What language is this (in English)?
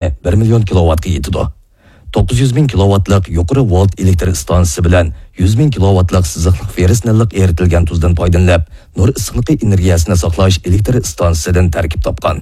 Uyghur